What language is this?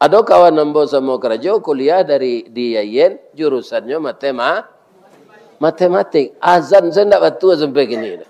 Minangkabau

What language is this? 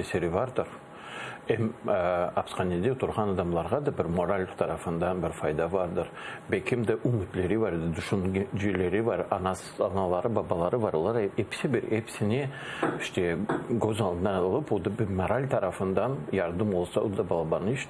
Crimean Tatar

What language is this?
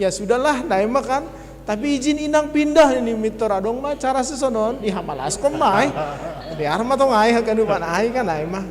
Batak Simalungun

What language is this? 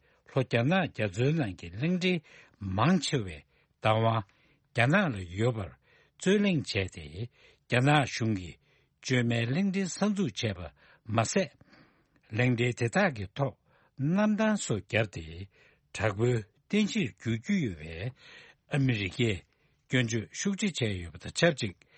Tibetan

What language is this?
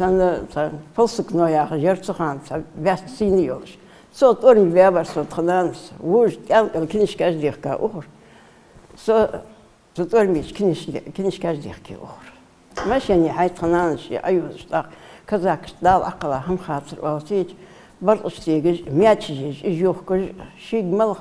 Ingush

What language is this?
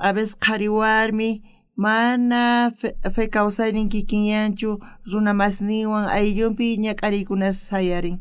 South Bolivian Quechua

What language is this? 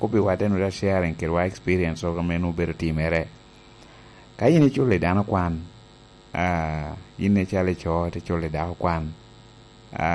Lango (Uganda)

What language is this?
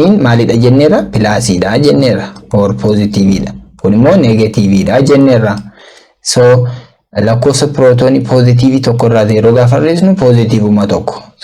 Oromo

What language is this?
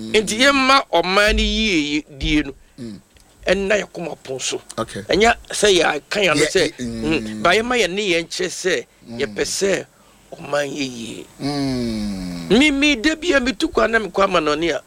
Akan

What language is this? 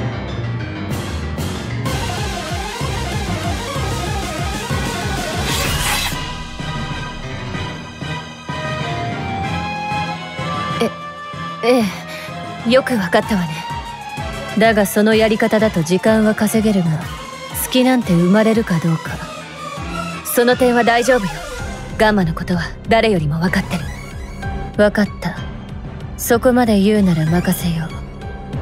Japanese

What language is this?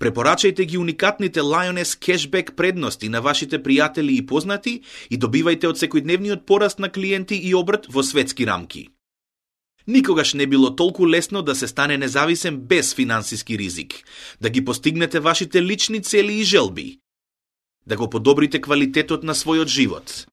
Macedonian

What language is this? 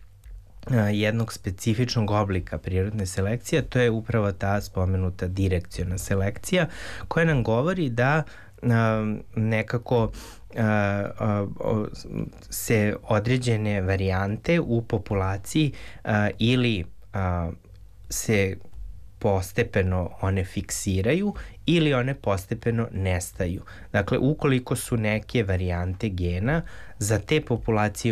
Serbian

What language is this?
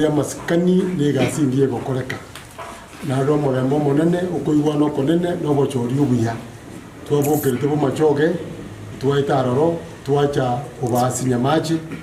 Gusii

